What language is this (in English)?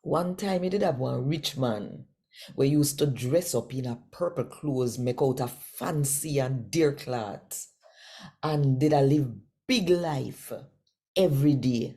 Jamaican Creole English